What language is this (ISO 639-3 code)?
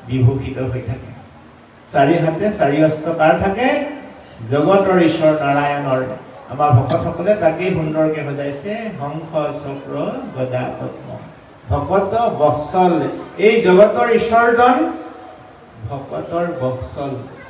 asm